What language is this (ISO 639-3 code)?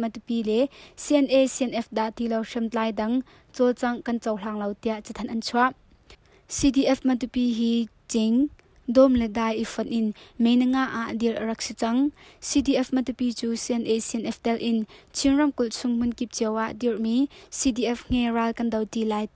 cnh